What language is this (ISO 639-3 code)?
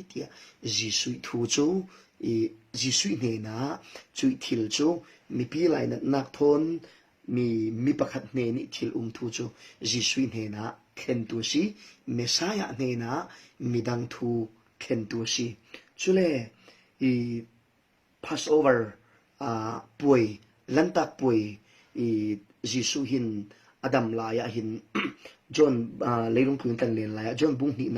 cfm